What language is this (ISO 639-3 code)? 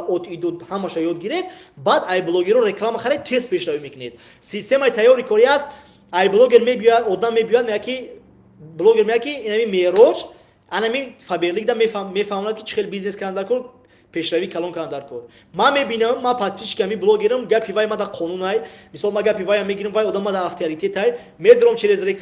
tgk